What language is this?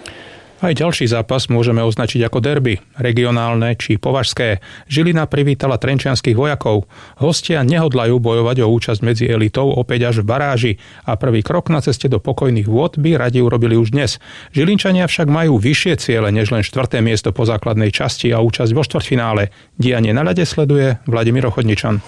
Slovak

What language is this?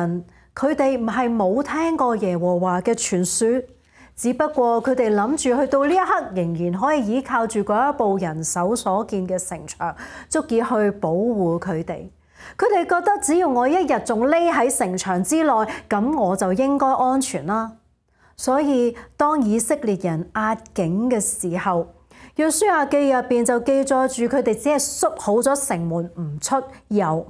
Cantonese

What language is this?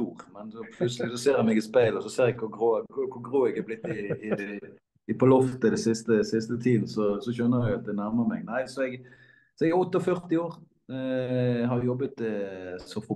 Norwegian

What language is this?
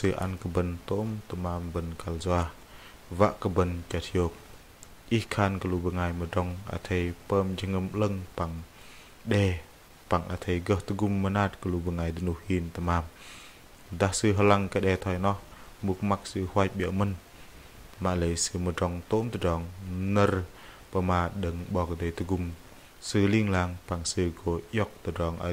Bahnar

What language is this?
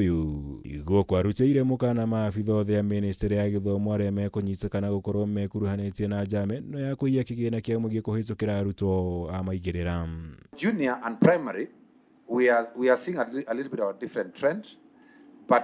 Kikuyu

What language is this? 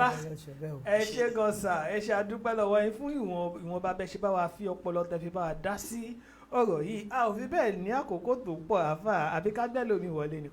Yoruba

